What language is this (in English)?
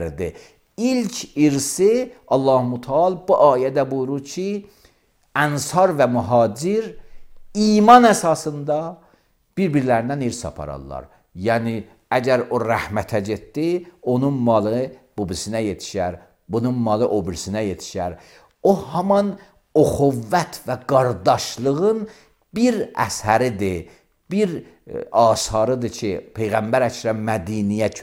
Azerbaijani